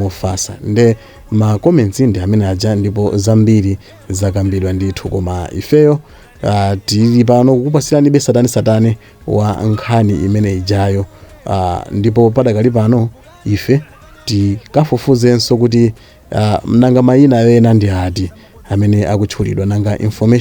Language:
Nyanja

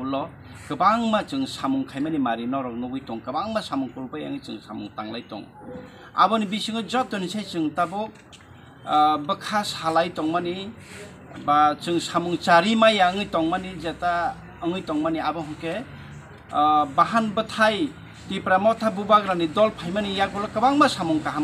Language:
Kok Borok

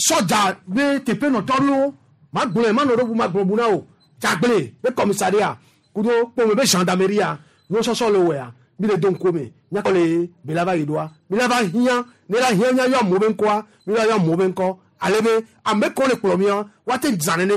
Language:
Gen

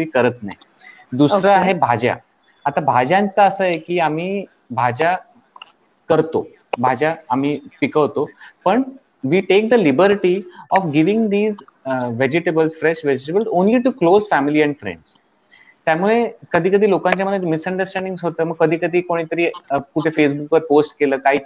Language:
Marathi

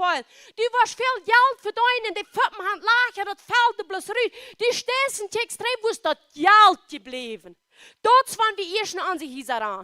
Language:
Plautdietsch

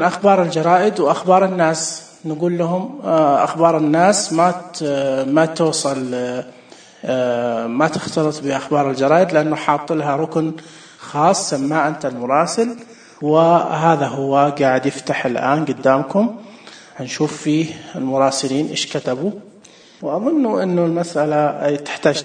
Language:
Najdi Arabic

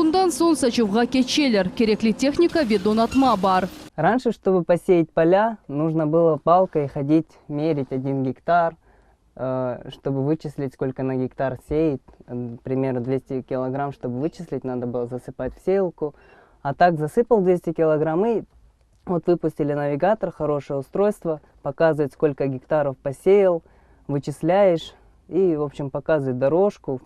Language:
Crimean Tatar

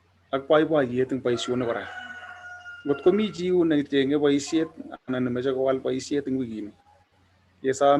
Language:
Kalenjin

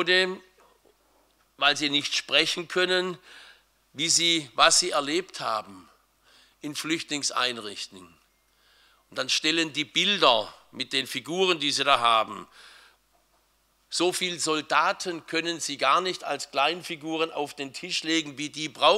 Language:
German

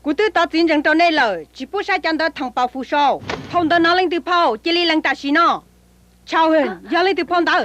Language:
Hmong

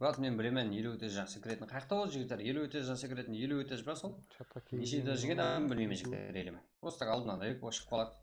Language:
Kara-Kalpak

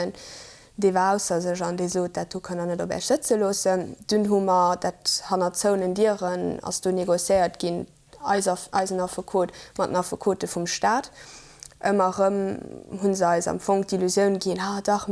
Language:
Luxembourgish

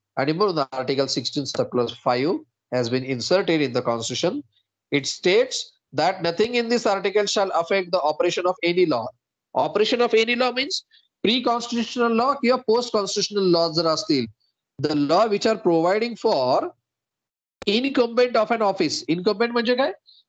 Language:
Marathi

